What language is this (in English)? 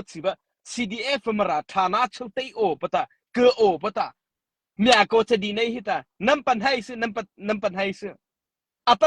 Mara Chin